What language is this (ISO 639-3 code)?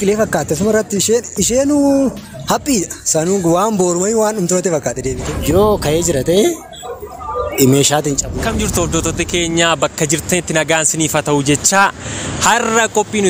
orm